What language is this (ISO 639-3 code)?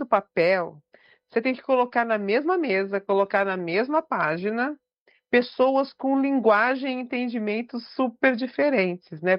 por